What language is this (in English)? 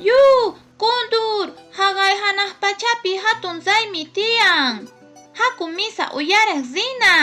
Quechua